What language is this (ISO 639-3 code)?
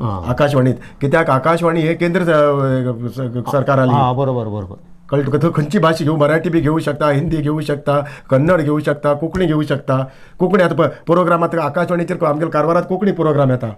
kok